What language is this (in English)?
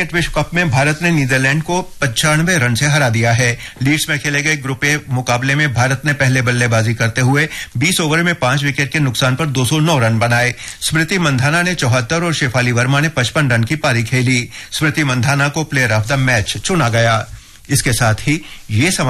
Odia